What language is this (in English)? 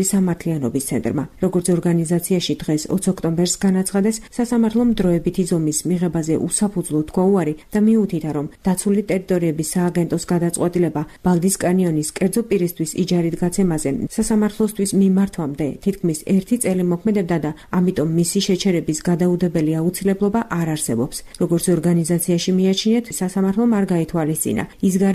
Georgian